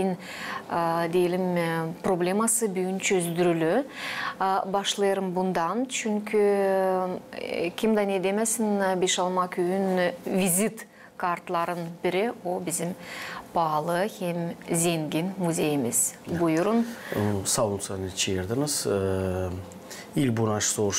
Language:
Gagauz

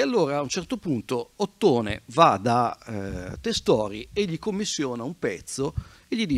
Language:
Italian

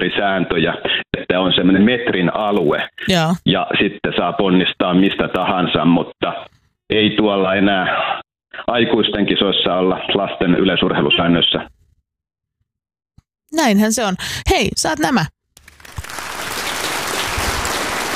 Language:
Finnish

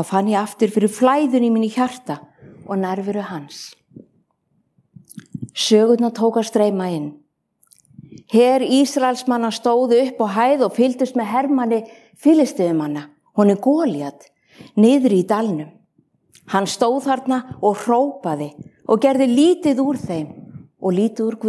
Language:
Icelandic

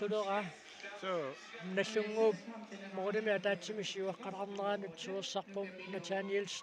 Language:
Kalaallisut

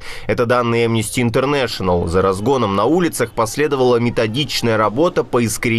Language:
Russian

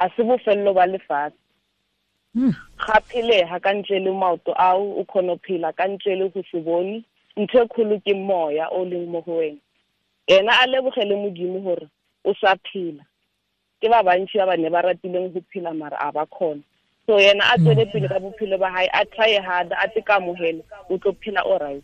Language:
Tswana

